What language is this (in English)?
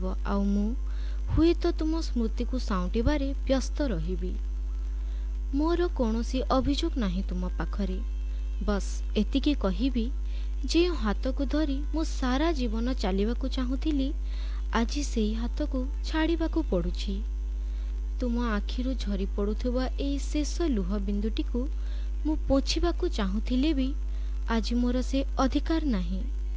Odia